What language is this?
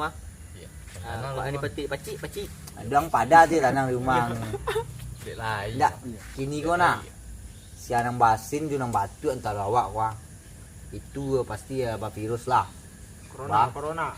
Minangkabau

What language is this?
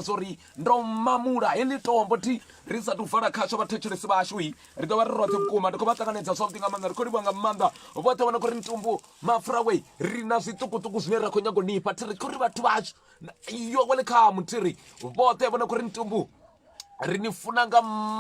Venda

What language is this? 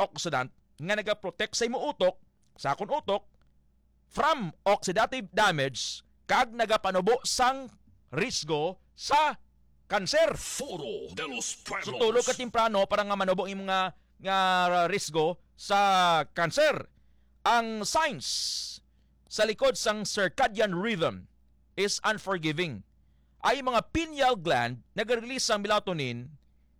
Hiligaynon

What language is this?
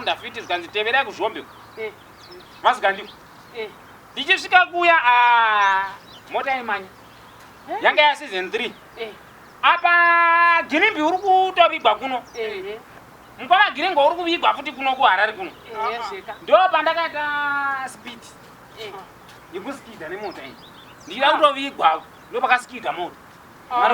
Shona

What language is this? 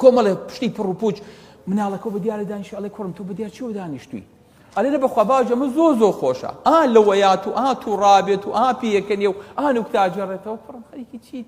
Central Kurdish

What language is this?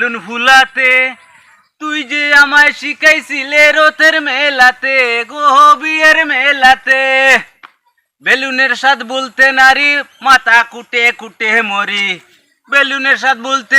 Sylheti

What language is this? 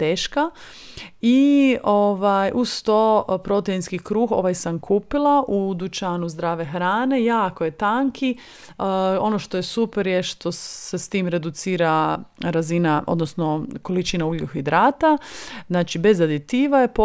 Croatian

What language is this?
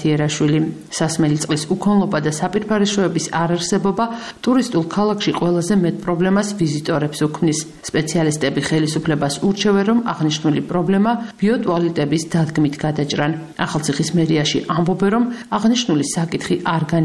Georgian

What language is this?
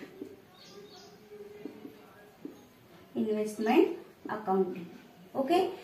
Marathi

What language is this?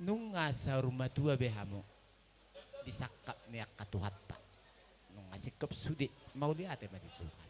Batak Toba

